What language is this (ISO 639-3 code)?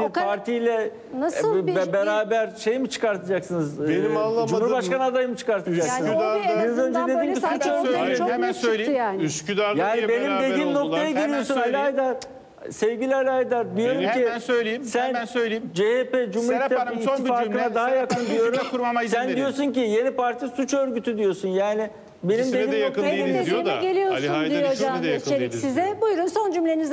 tur